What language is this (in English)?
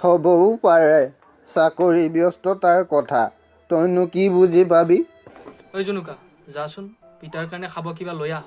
Assamese